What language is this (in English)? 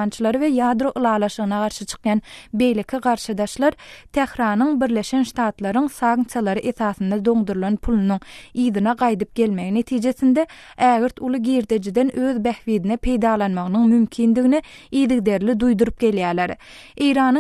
Turkmen